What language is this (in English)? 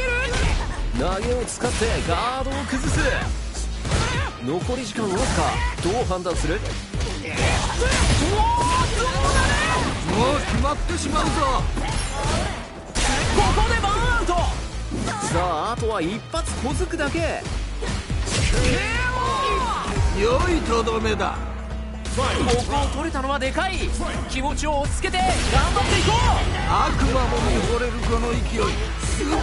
Japanese